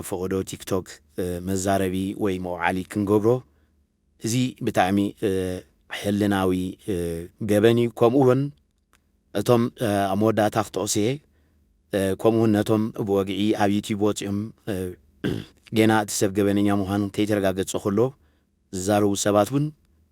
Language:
Tigrinya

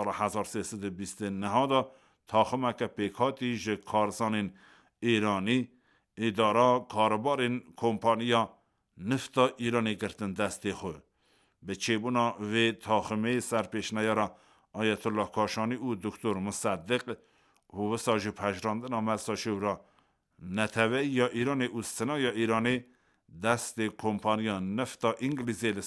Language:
Kurdish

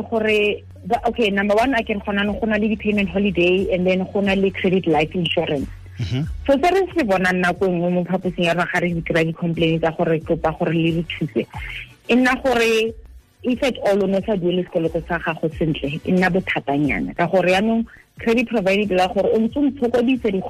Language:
Tswana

